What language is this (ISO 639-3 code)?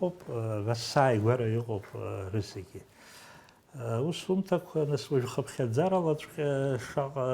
abk